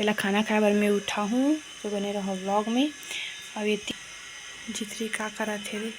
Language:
Chhattisgarhi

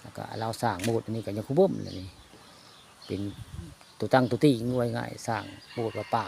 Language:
Northeastern Thai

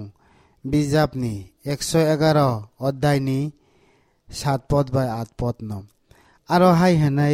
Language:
Kok Borok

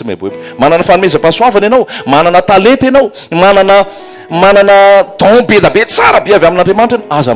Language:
Malagasy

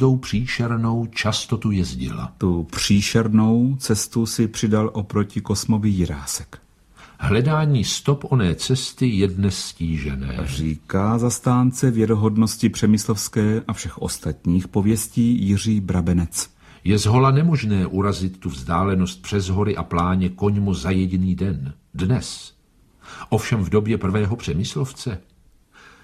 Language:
Czech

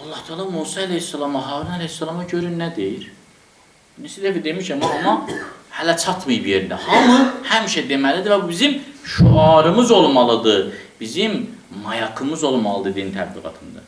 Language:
Azerbaijani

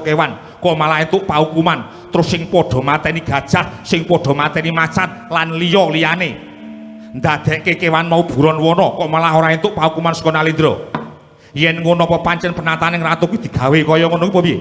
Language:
Javanese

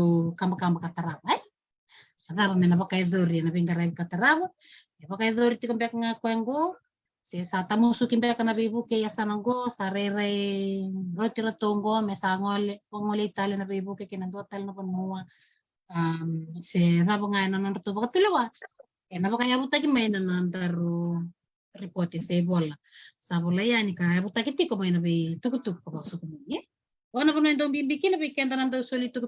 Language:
Fijian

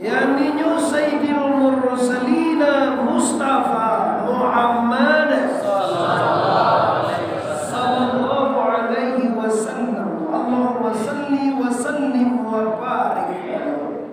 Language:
Minangkabau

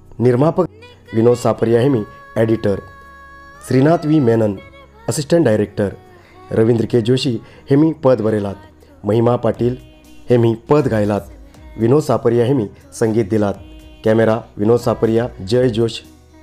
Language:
Konkani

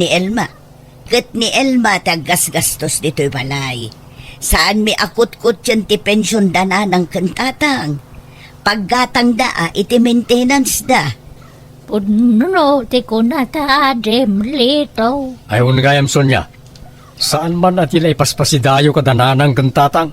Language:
Iloko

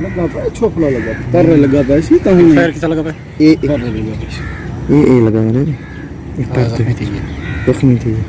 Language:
Saraiki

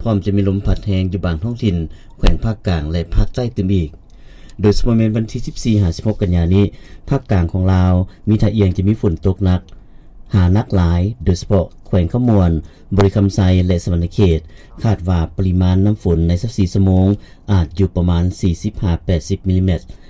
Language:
Lao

